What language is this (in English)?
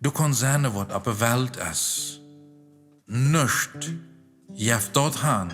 Plautdietsch